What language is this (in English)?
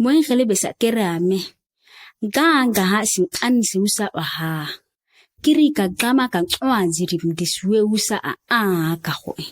ǁGana